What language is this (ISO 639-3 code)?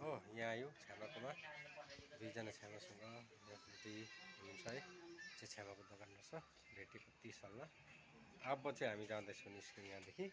nep